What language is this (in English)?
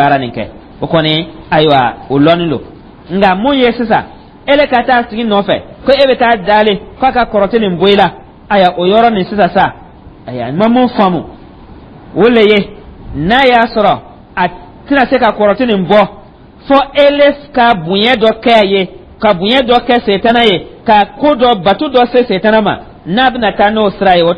Dyula